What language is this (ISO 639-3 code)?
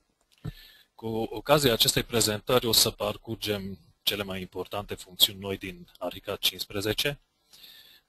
ron